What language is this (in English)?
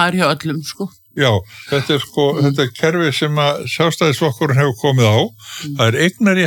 Icelandic